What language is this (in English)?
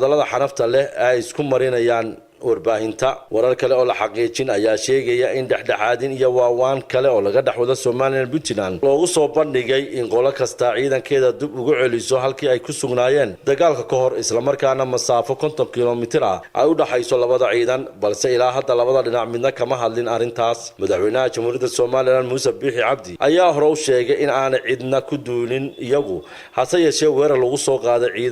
Somali